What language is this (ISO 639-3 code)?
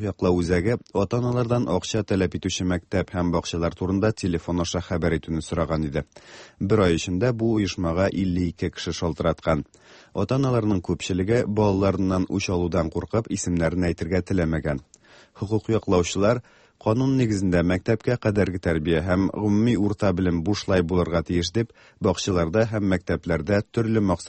tat